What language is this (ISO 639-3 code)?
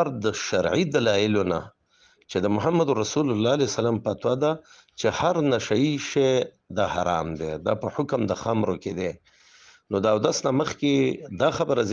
pus